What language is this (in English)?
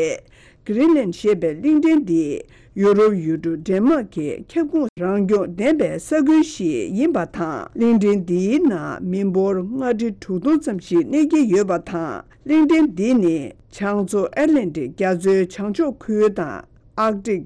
Tibetan